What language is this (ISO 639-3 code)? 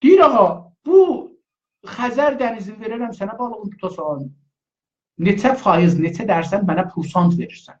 azb